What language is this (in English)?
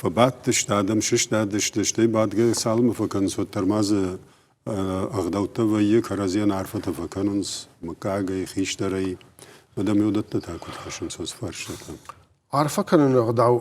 Ossetic